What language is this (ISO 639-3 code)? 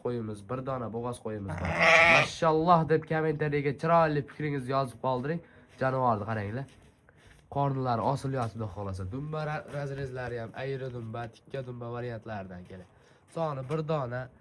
uzb